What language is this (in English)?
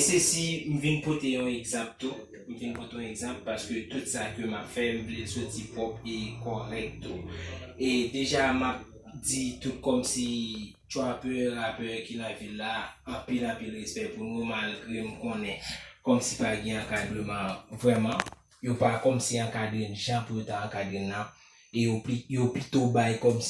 Haitian Creole